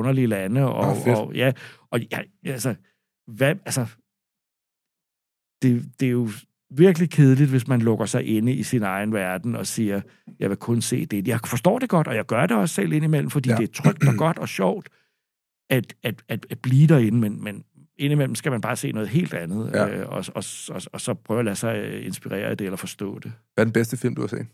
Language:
Danish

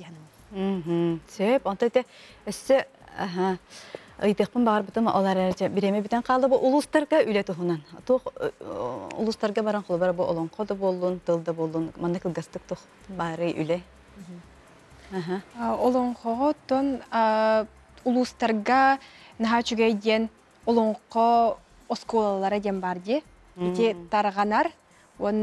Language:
Yakut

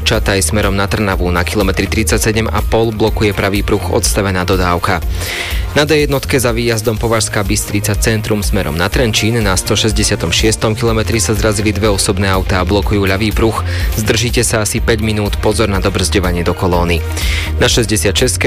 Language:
Slovak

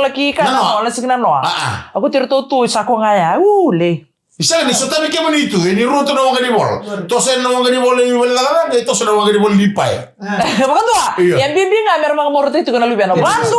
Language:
Fijian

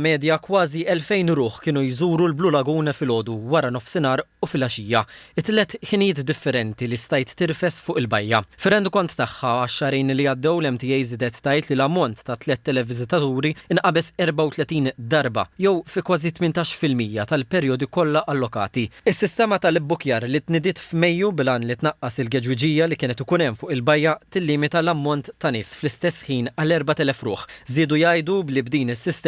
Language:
Maltese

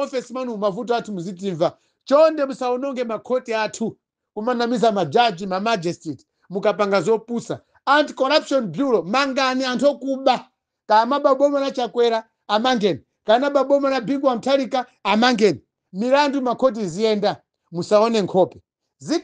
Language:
Nyanja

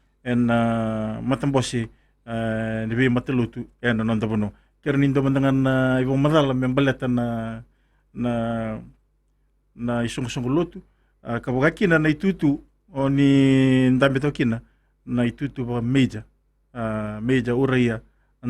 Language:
Fijian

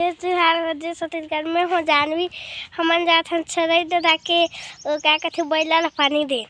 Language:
Chhattisgarhi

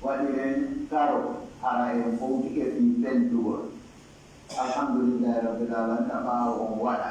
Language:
Pular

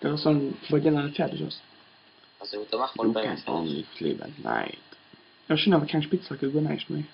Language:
Luxembourgish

